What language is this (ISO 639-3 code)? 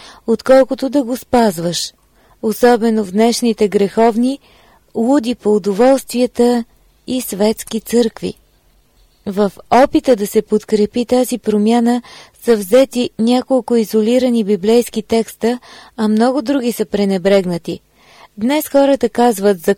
bul